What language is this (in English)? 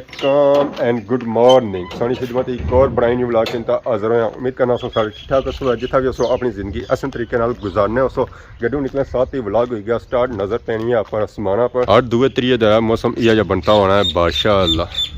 Pahari-Potwari